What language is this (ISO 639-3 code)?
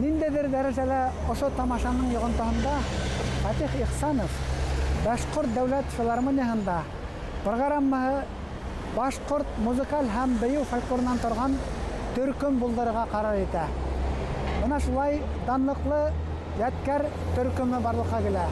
bak